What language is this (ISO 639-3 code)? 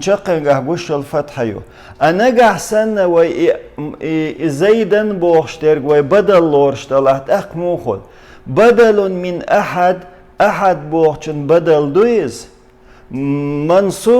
che